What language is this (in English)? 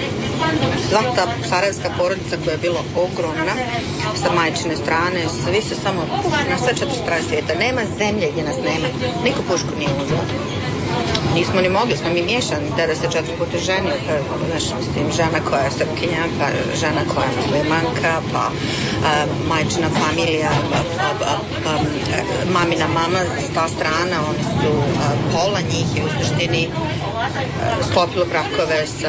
Croatian